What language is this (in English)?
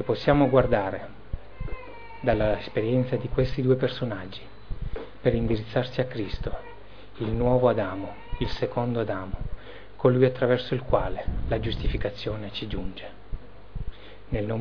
Italian